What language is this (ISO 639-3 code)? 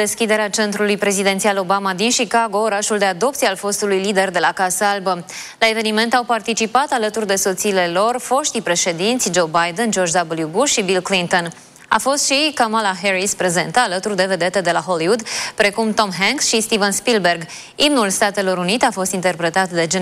ron